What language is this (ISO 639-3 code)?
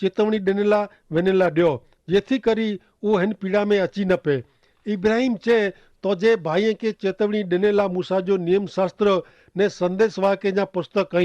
kfr